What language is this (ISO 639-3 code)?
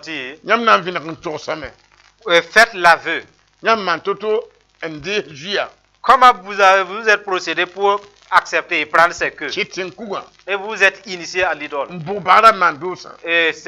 mos